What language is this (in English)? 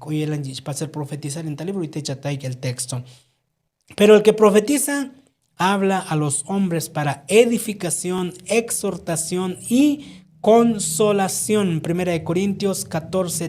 Tzotzil